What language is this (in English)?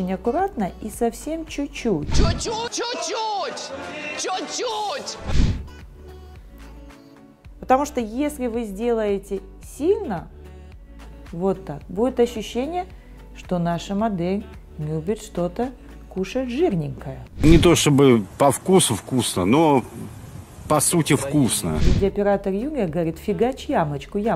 Russian